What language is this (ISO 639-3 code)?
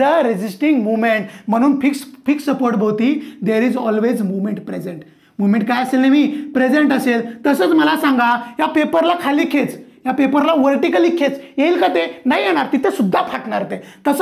mar